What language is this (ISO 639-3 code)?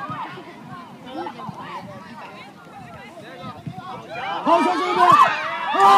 zho